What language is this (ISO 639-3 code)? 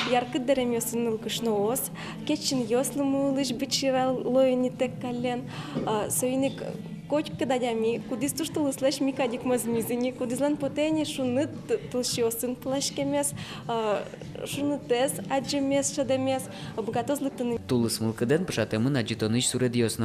udm